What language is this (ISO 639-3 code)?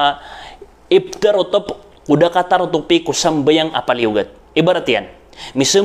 mrw